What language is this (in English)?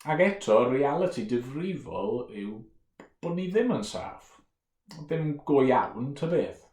Welsh